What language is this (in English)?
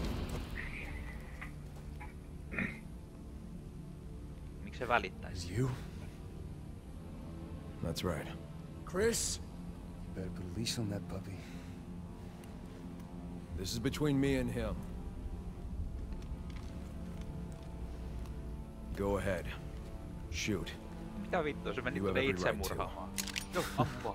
Finnish